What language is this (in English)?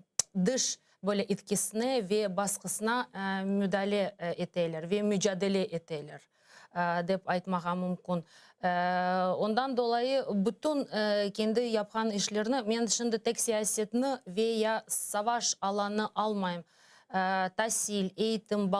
Crimean Tatar